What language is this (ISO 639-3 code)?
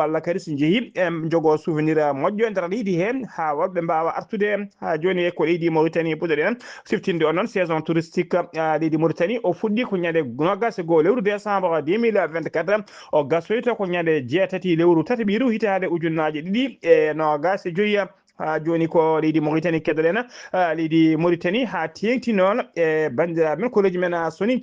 ful